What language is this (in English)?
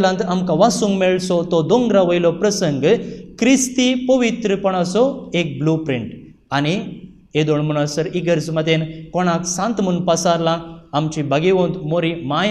Konkani